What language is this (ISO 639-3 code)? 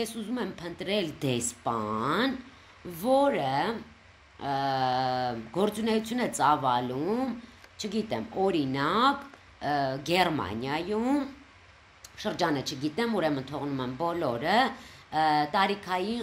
hye